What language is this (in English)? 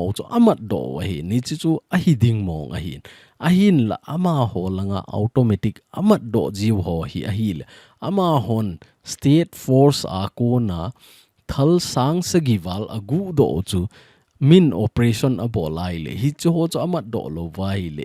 Thado Chin